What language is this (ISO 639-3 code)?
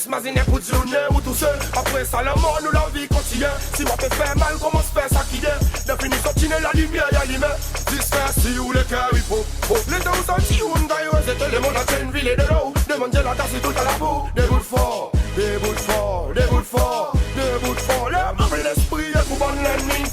crs